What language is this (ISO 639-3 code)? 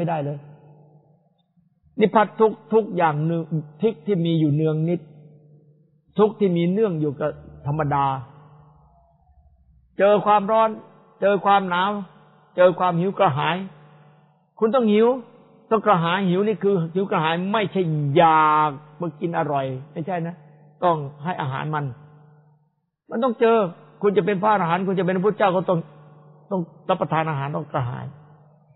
tha